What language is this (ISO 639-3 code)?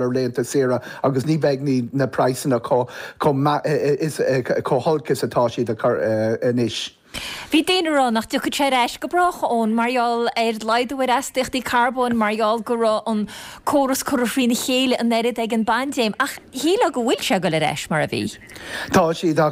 gle